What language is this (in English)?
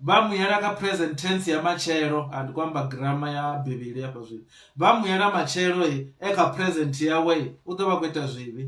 Venda